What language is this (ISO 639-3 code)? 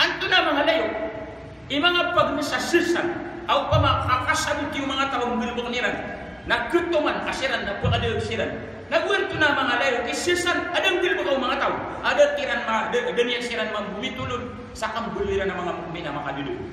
mrw